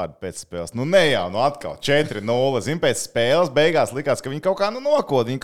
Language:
Latvian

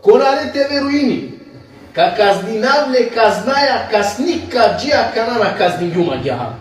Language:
Balkan Romani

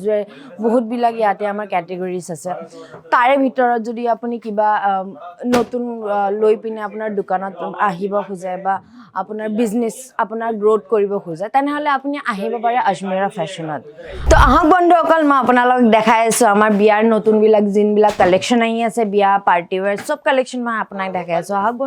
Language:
Assamese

